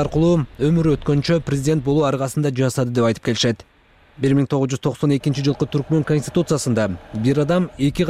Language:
Kyrgyz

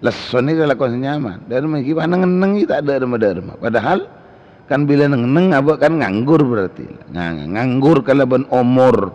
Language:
Madurese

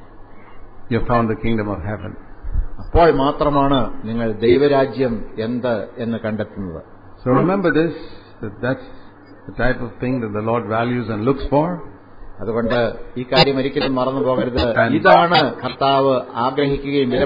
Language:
Malayalam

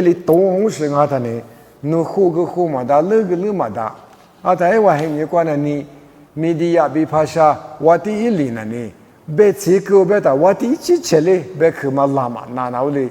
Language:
Lisu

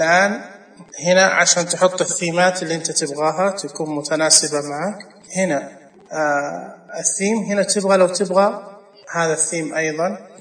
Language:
Najdi Arabic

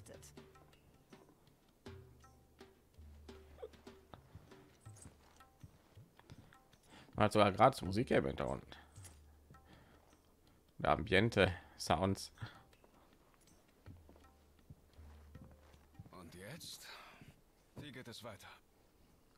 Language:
German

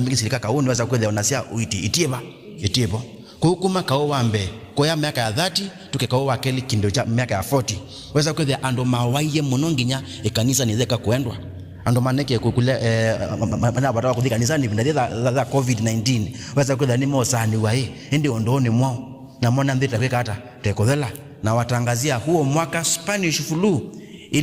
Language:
Kamba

